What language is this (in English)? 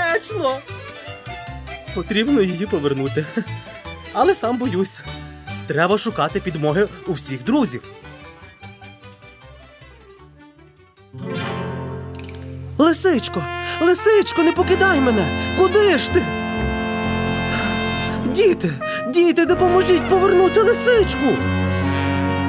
Ukrainian